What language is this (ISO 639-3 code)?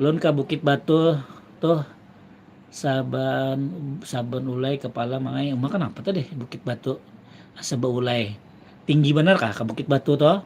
bjn